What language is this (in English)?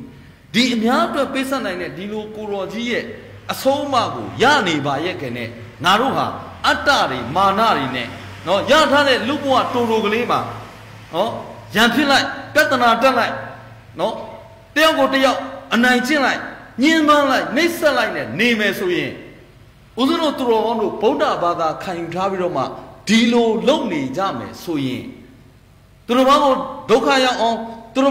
Burmese